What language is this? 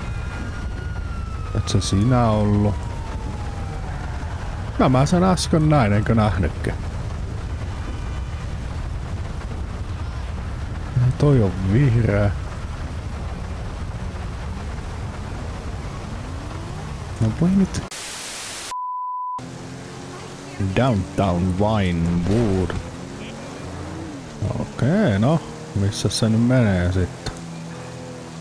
Finnish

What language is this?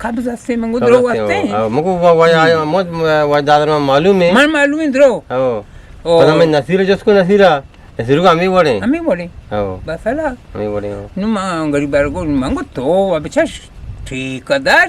Eastern Balochi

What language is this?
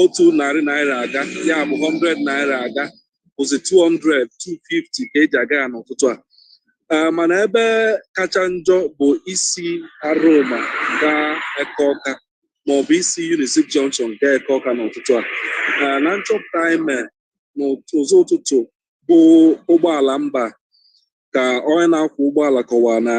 Igbo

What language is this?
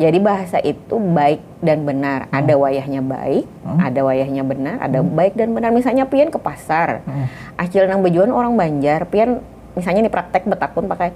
Banjar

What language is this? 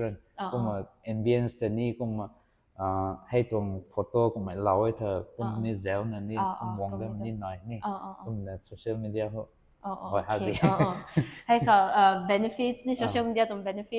Rongmei Naga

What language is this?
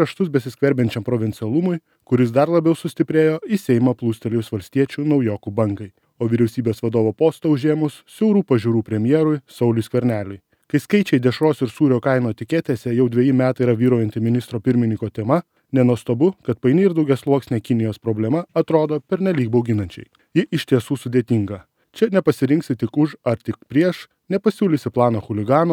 Lithuanian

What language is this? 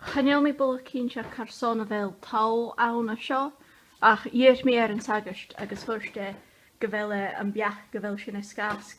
Scottish Gaelic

